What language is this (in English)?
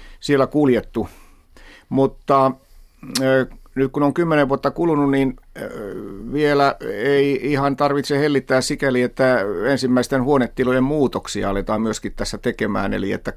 Finnish